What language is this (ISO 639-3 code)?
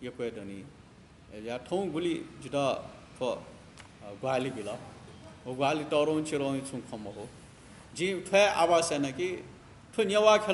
new